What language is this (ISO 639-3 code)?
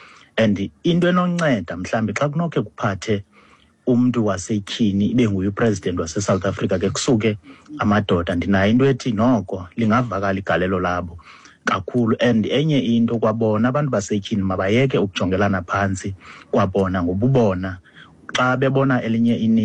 xho